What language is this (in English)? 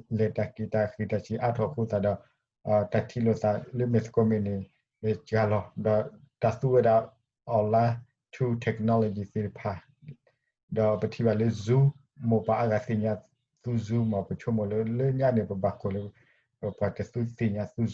S'gaw Karen